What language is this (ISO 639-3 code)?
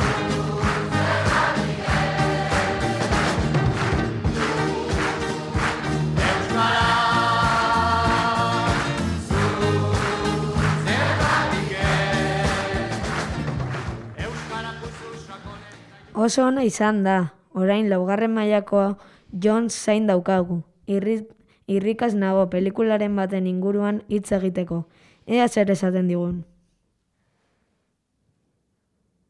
eus